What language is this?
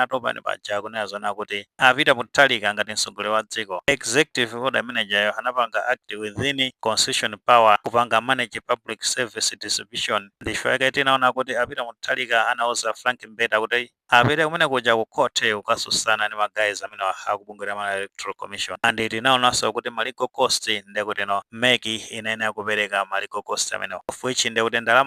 Nyanja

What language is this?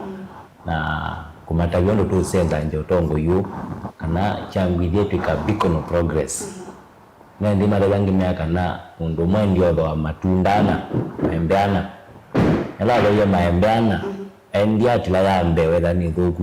Kamba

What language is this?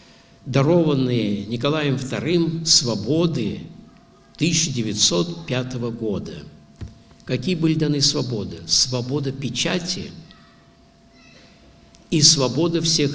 Russian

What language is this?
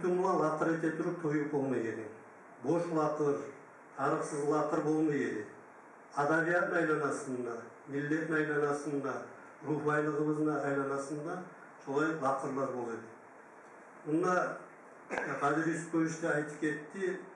Kumyk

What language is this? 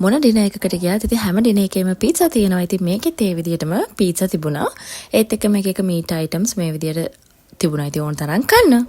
Sinhala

